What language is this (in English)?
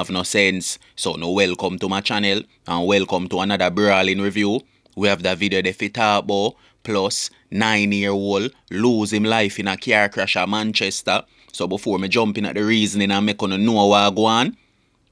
Jamaican Creole English